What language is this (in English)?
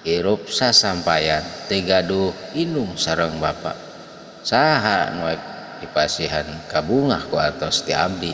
Sundanese